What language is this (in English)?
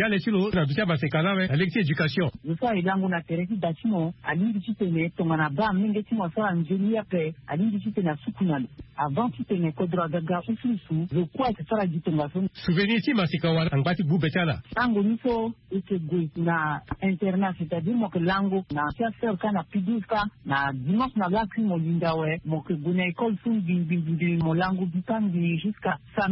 Sango